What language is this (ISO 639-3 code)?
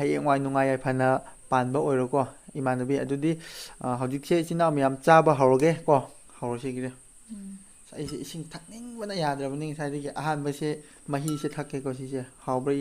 mni